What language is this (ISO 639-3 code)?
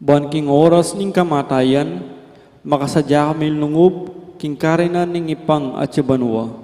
pam